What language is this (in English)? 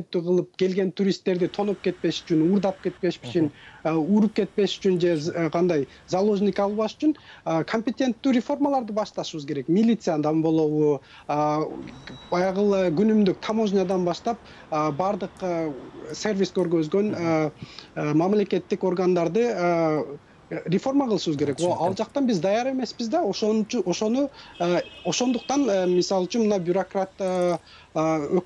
Kyrgyz